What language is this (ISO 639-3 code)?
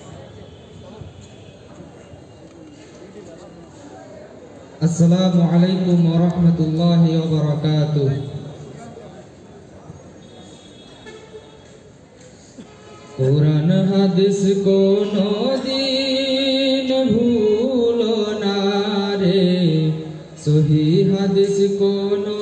ben